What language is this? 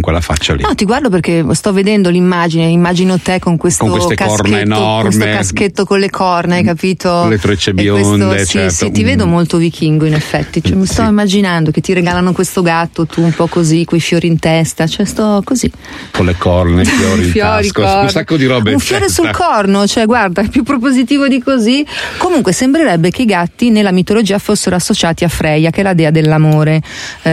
Italian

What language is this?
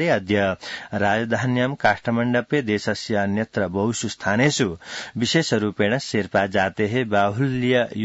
Sanskrit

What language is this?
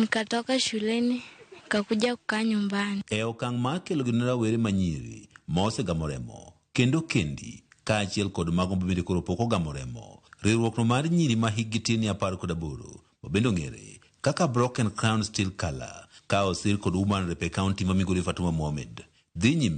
Luo (Kenya and Tanzania)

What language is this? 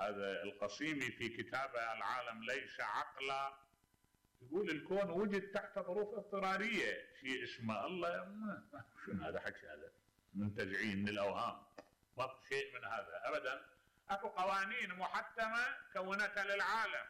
Mesopotamian Arabic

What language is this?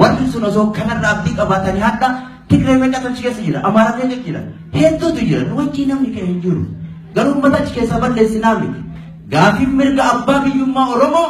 Oromo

